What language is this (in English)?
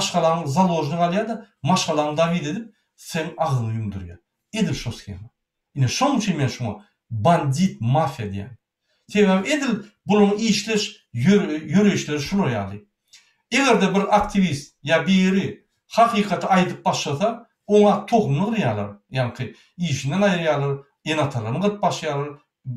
Turkmen